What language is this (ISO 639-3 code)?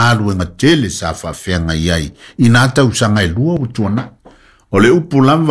smo